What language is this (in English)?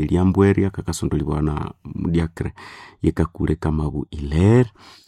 Nande